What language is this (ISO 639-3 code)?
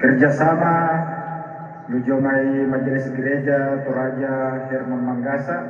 sda